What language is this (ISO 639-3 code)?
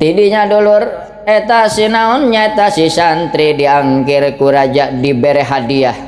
sun